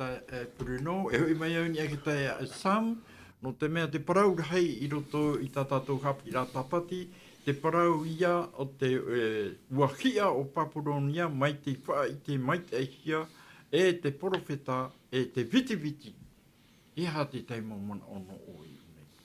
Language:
Tahitian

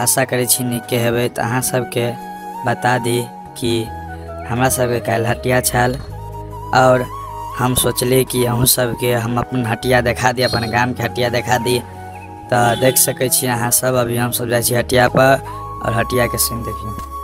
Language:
Maithili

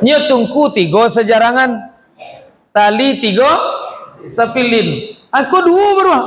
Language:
Minangkabau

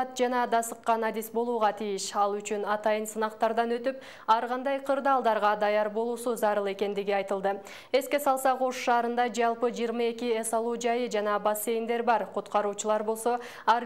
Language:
Kyrgyz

